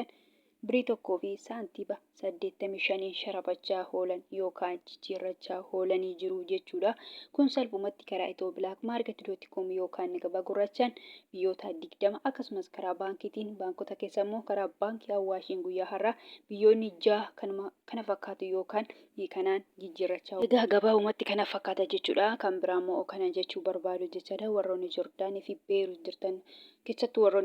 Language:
Oromo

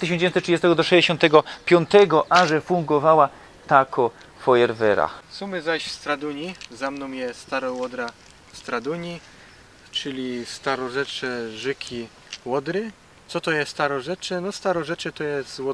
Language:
Silesian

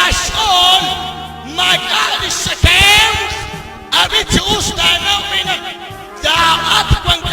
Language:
Kekchí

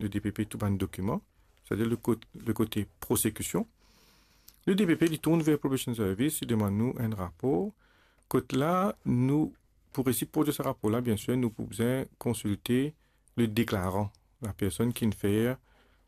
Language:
Morisyen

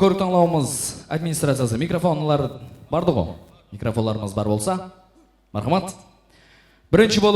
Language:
Kara-Kalpak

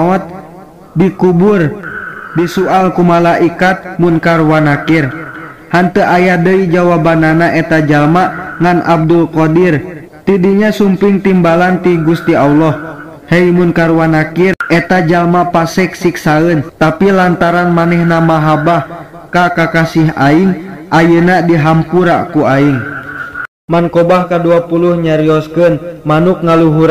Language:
Sundanese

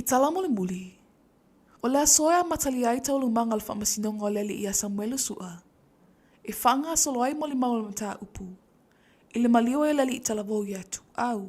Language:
Samoan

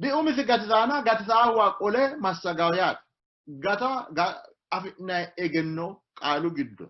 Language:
Sidamo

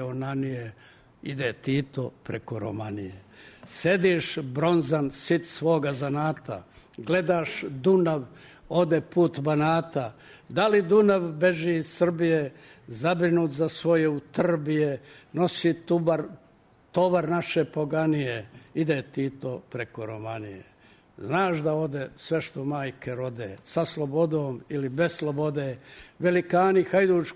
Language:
Serbian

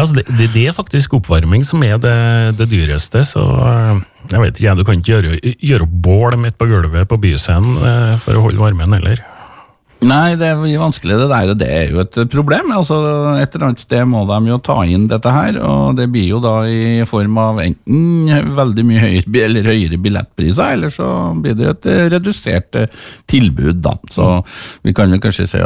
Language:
Norwegian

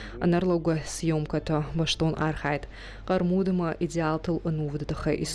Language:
Ossetic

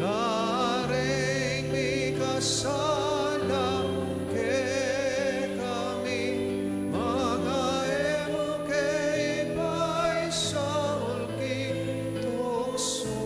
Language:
Pampanga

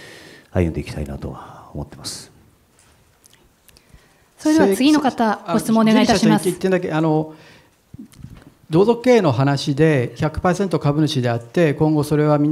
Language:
Japanese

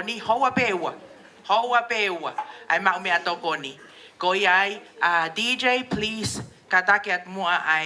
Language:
Tongan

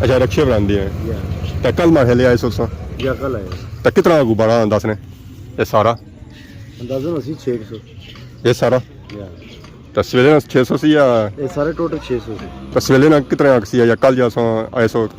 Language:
Pahari-Potwari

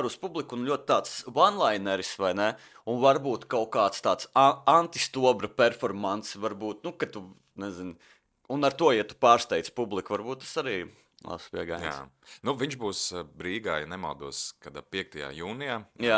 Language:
Latvian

